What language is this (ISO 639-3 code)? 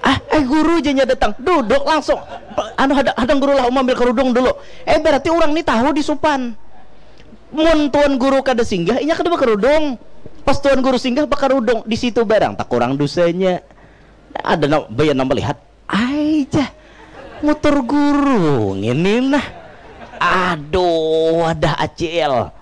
bjn